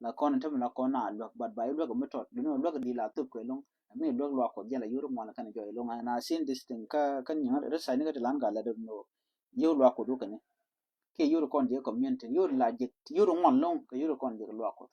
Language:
Nuer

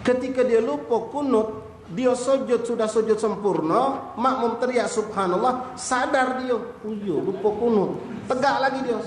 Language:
Musi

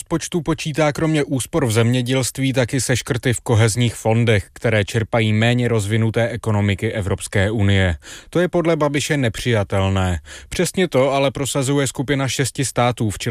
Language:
Czech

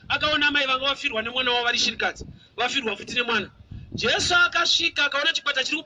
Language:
Shona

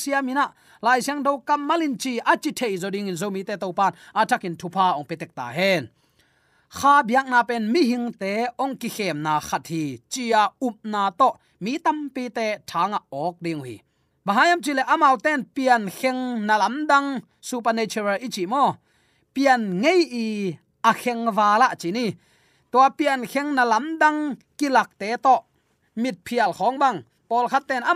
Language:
Tedim Chin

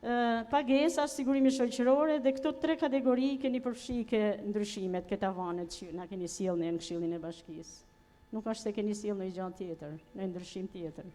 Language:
Albanian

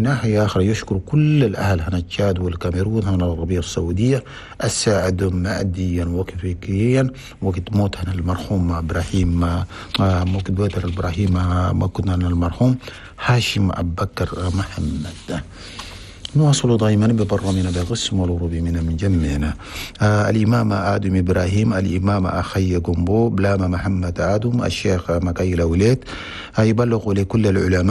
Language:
Chadian Arabic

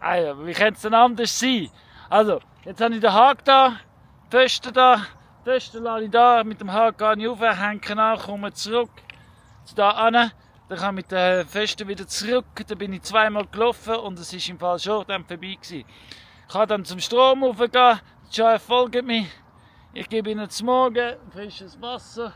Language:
Swiss German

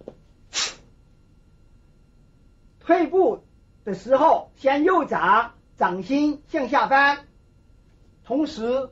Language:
Chinese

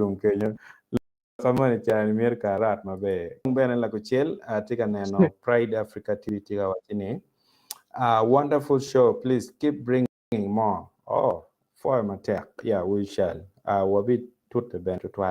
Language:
Acoli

